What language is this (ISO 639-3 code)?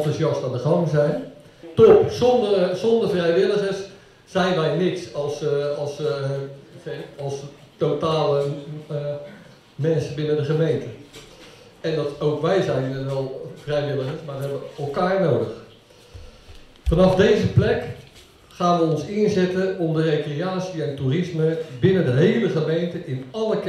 nld